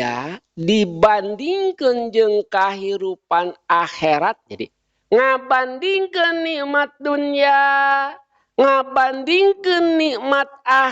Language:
Sundanese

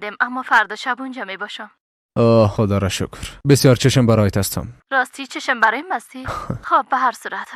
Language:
Persian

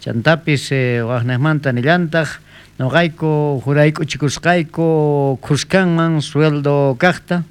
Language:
South Bolivian Quechua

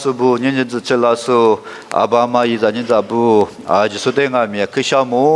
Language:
Lisu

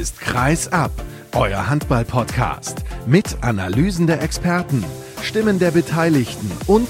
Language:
German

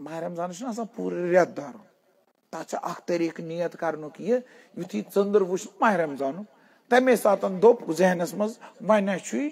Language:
Kashmiri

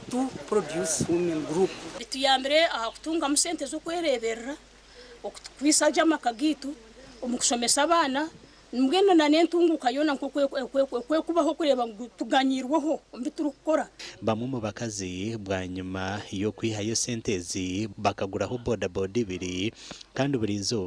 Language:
Nyankole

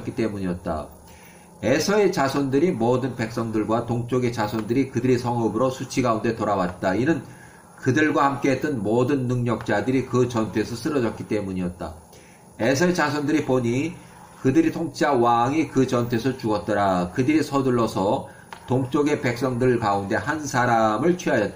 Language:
Korean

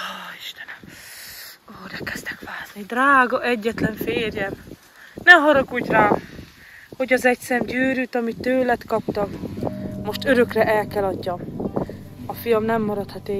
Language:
Hungarian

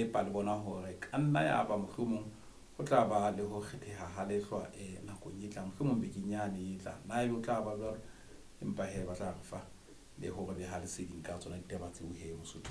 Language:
Southern Sotho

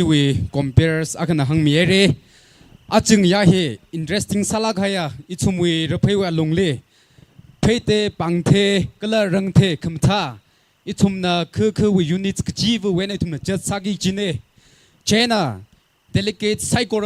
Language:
Tangkhul Naga (India)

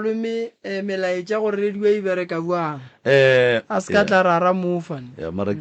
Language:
Northern Sotho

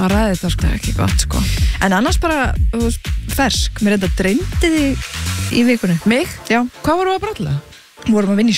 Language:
Icelandic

